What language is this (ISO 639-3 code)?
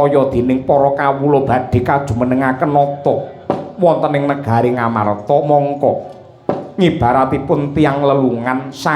jav